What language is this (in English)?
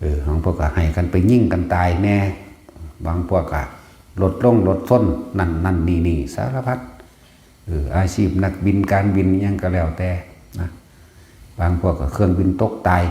Northeastern Thai